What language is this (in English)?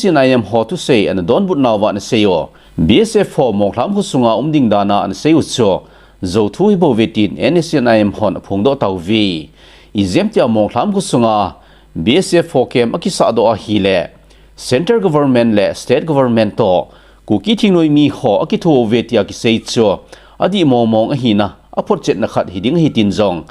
Thado Chin